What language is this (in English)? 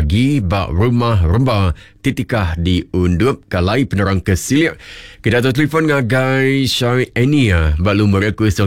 Iban